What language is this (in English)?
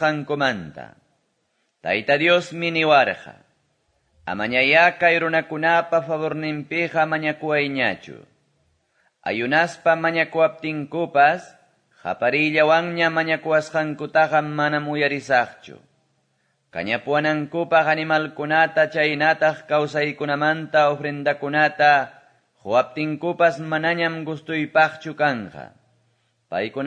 Quechua